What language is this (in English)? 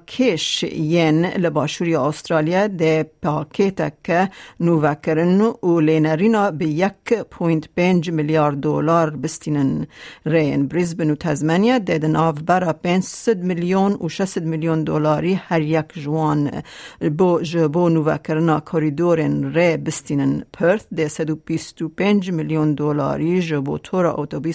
Kurdish